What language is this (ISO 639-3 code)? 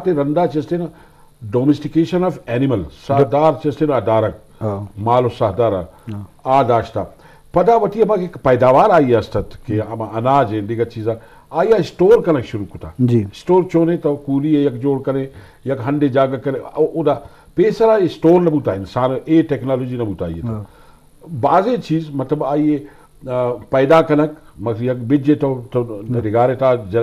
bgp